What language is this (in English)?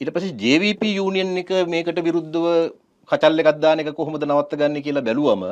Sinhala